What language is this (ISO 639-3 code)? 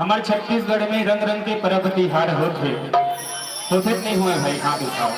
hne